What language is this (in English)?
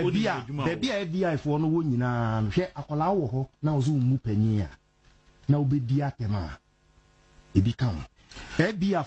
Akan